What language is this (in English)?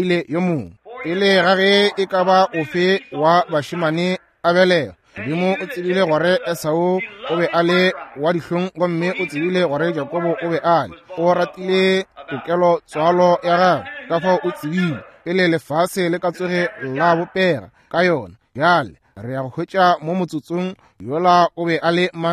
Northern Sotho